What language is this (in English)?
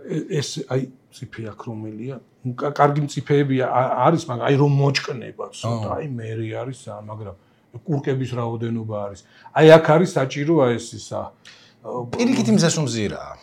Georgian